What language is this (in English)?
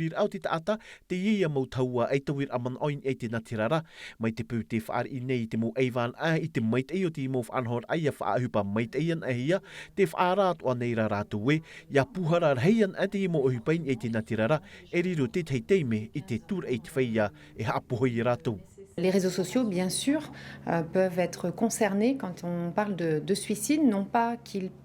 Tahitian